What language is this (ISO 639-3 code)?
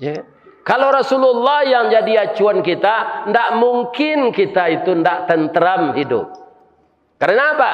min